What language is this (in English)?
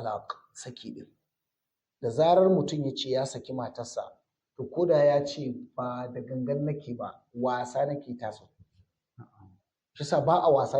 Hausa